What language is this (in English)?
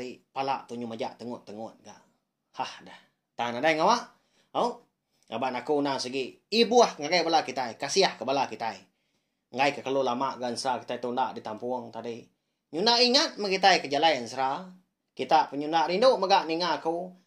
Iban